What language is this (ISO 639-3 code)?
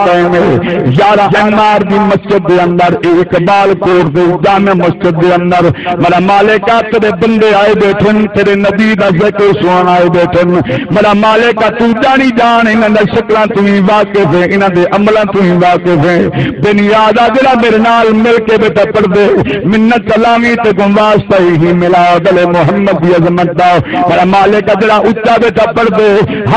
skr